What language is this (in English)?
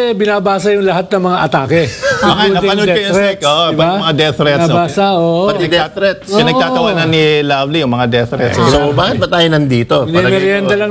Filipino